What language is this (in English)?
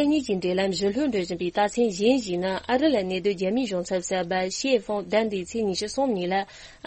Tibetan